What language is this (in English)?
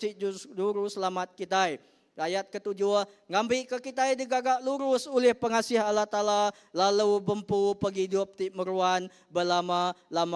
Iban